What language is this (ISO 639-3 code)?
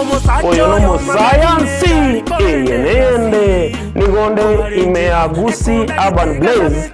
guz